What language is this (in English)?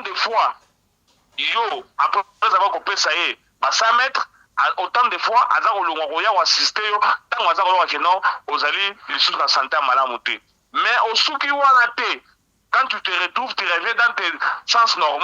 Lingala